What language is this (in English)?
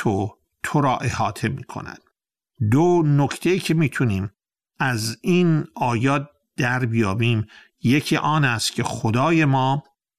Persian